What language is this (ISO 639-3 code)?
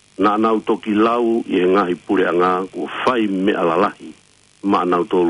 ton